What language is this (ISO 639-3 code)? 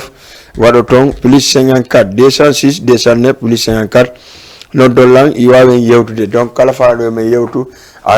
ful